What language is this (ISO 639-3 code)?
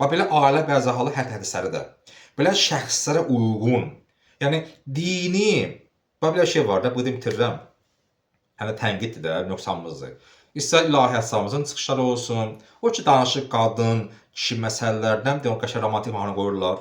aze